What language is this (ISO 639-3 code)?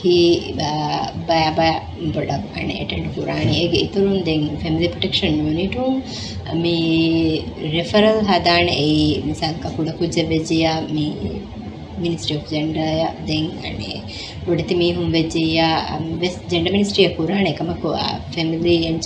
div